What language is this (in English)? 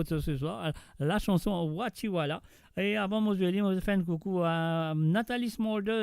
Morisyen